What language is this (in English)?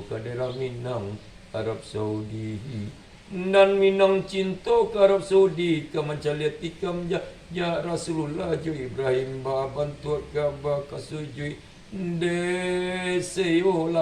Minangkabau